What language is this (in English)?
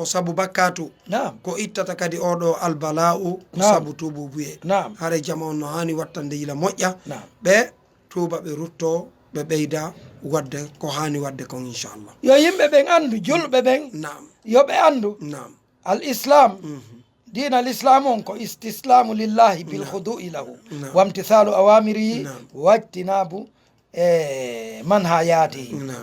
Fula